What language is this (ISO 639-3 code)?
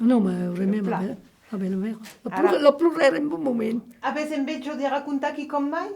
oci